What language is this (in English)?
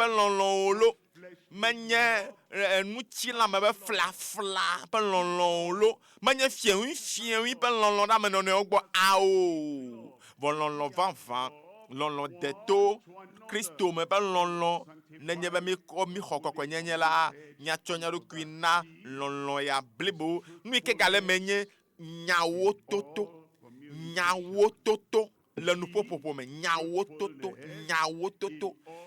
Ewe